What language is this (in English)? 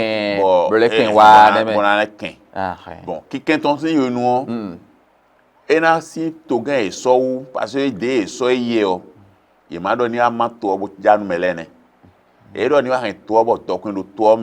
Fon